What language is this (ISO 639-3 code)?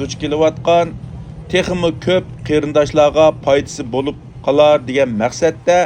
uig